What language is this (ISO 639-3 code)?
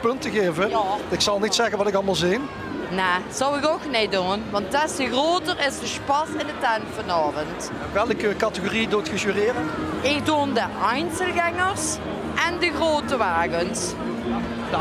lim